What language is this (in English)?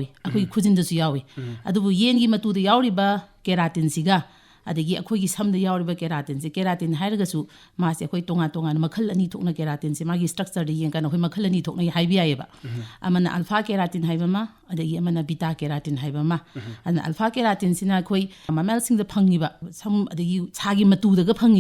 Manipuri